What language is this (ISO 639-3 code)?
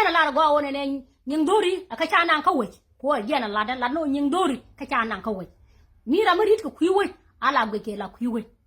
nus